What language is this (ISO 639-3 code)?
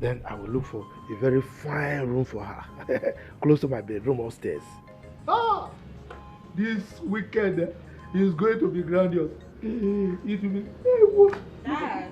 pcm